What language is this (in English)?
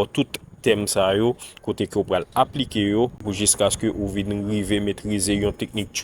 Haitian Creole